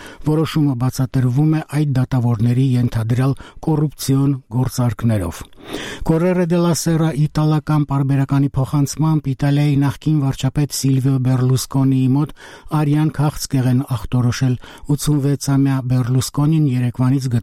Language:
Armenian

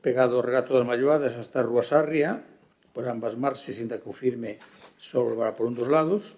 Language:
Galician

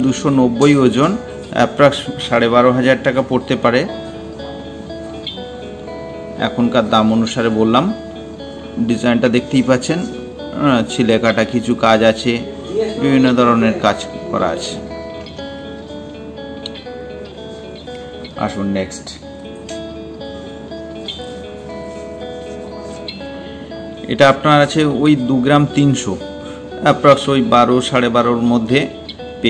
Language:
Bangla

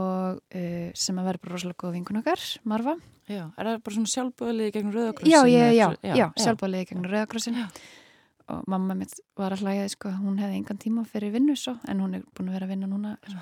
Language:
Icelandic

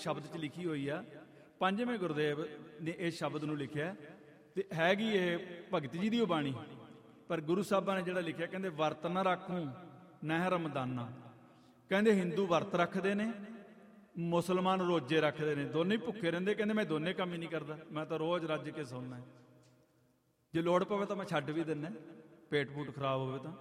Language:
Punjabi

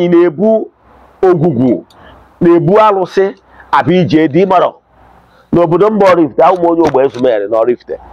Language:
Igbo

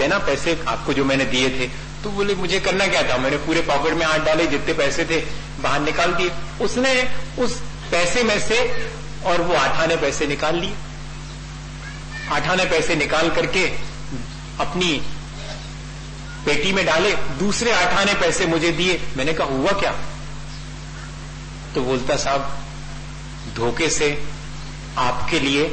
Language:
Hindi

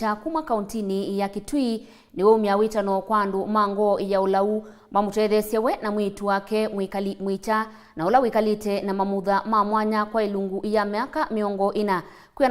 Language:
Kamba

